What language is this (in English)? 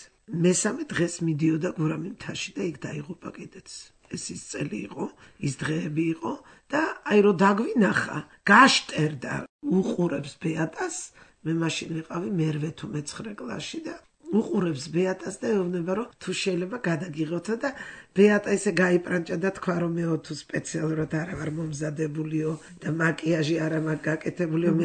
Georgian